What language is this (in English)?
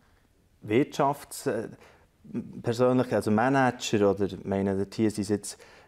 Swiss German